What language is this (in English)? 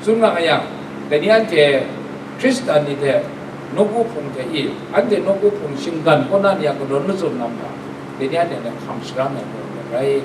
Kachin